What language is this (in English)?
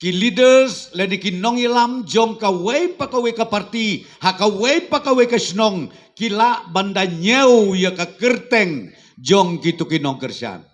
Khasi